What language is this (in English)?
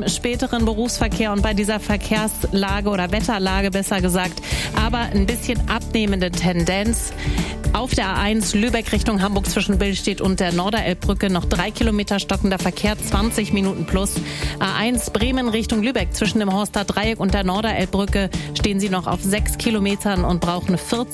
German